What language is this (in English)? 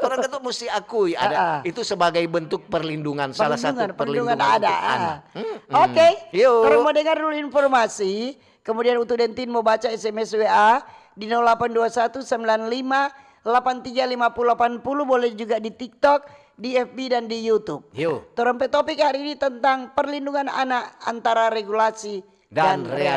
Manado Malay